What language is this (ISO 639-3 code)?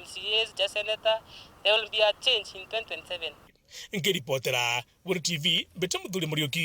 mer